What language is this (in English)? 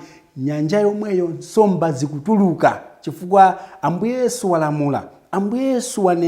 Nyanja